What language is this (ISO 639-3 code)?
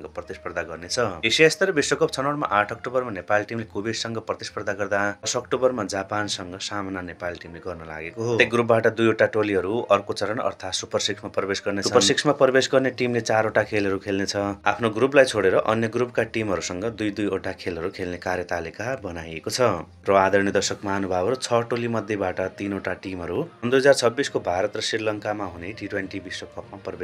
nep